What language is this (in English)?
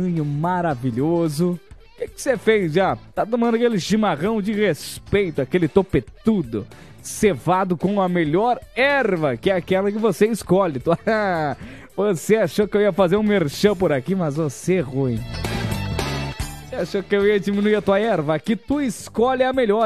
Portuguese